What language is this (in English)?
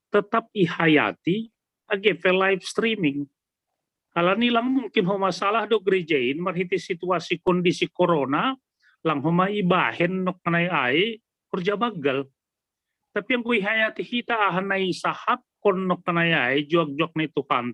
Batak Simalungun